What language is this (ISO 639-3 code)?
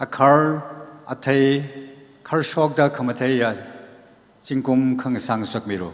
nmf